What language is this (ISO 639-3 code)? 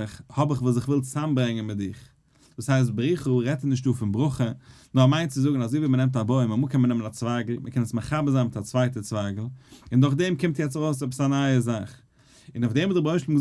yid